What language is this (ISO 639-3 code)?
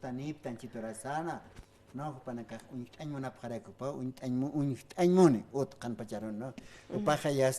aym